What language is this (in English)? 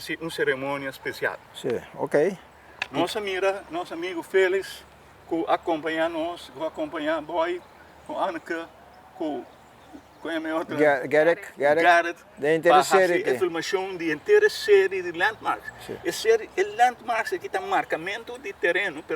Papiamento